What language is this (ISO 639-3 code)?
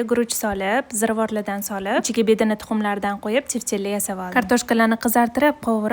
uzb